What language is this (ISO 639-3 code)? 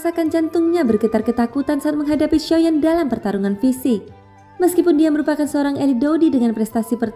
ind